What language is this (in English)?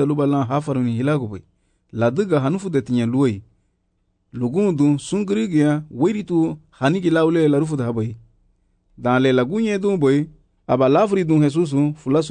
Garifuna